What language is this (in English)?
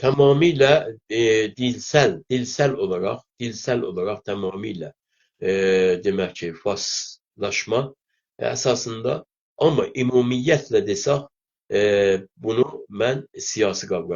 South Azerbaijani